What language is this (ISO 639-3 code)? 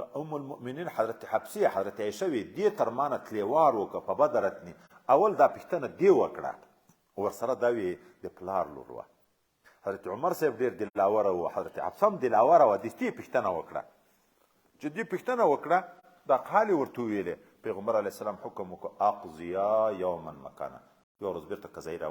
pus